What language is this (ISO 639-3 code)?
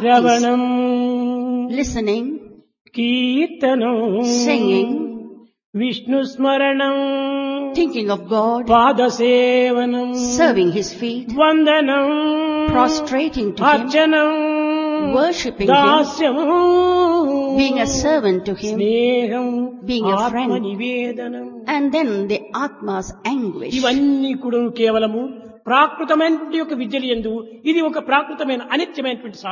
tel